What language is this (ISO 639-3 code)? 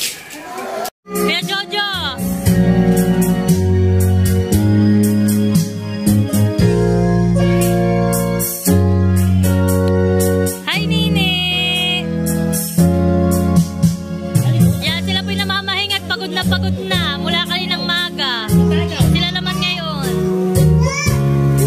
fil